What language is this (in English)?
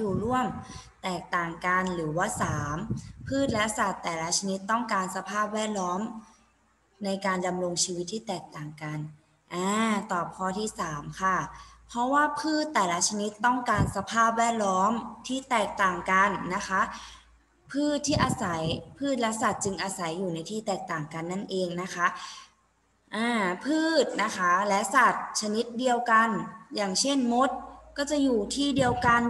Thai